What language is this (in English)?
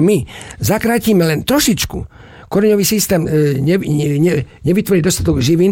Slovak